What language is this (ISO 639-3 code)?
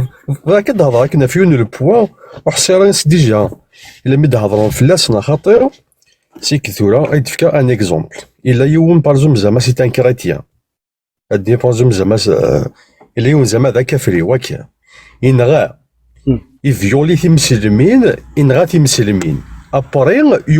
kab